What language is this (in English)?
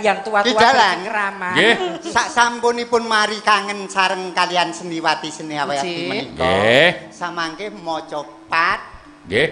Javanese